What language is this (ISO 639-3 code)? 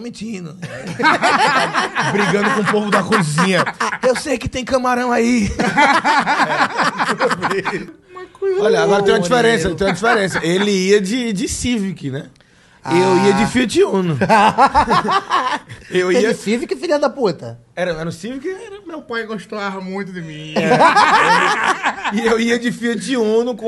por